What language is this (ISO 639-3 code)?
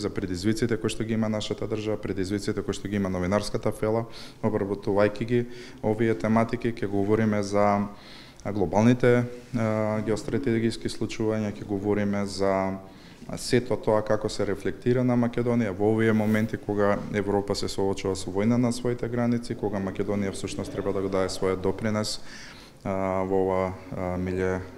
mkd